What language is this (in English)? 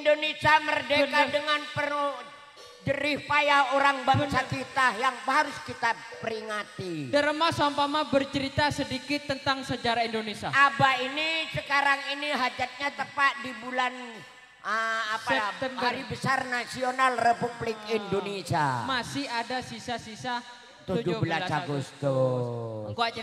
Madurese